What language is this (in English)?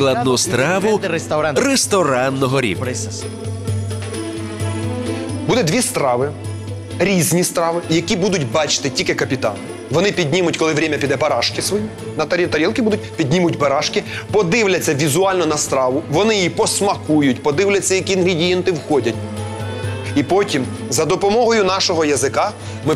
Ukrainian